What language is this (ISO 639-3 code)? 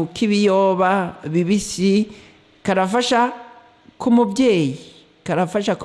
run